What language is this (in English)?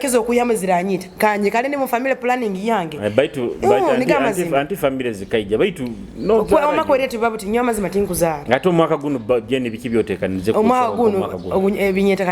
Nyoro